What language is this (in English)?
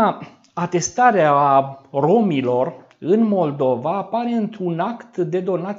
Romanian